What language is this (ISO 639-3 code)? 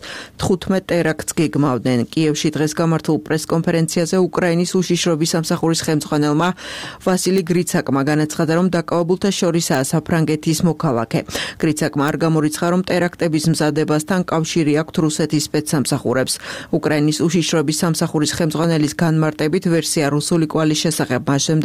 kat